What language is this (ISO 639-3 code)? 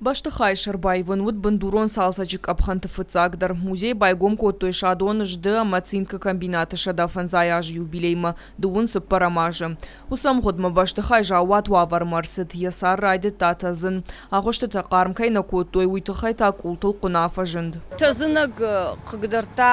oss